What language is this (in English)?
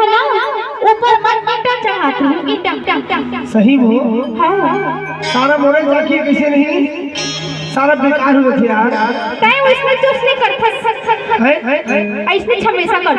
Chhattisgarhi